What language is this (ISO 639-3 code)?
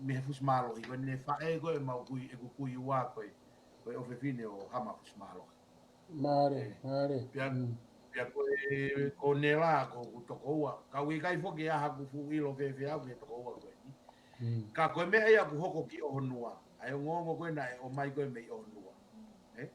ton